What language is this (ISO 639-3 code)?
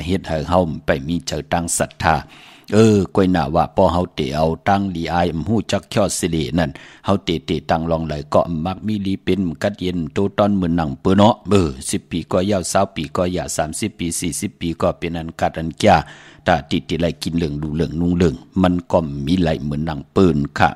shn